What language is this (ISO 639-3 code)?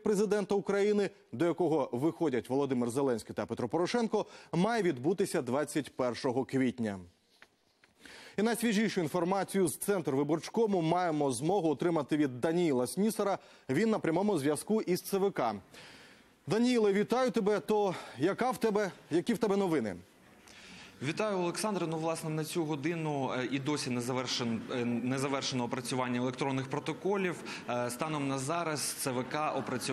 ukr